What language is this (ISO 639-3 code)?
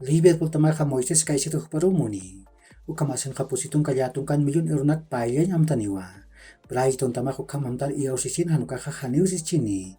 aym